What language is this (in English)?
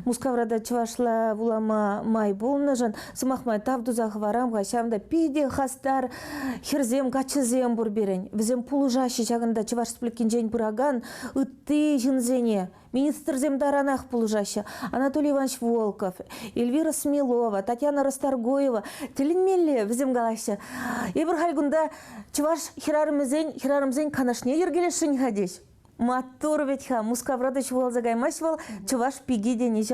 Chuvash